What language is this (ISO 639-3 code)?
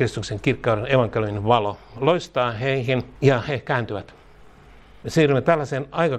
fin